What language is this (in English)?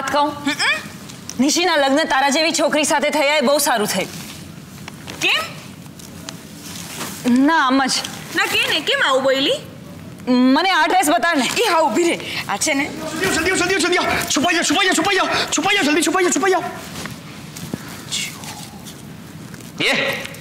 Gujarati